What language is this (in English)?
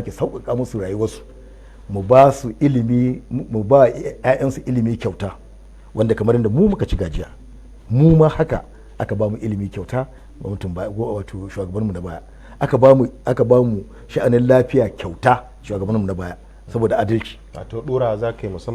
Hausa